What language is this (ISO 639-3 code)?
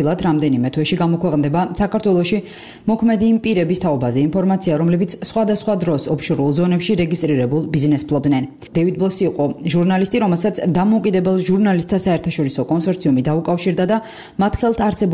kat